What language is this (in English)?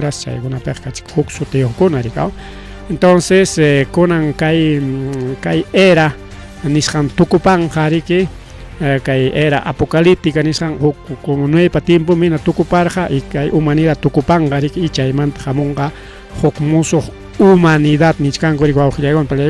Ayacucho Quechua